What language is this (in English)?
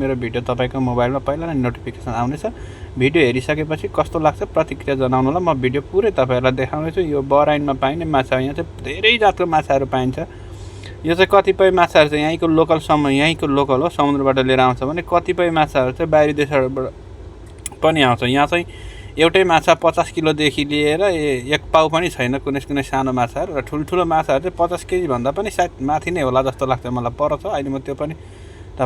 Nepali